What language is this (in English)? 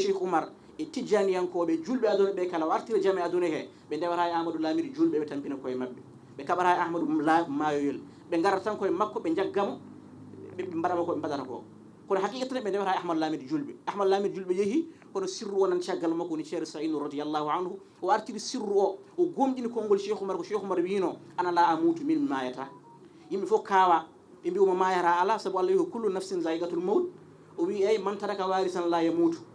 Fula